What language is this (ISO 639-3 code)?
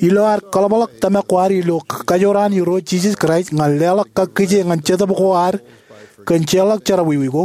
mah